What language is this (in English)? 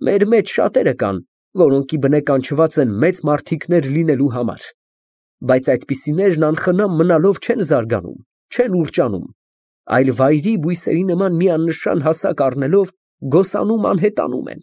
Armenian